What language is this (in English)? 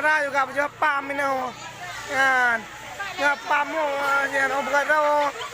Achinese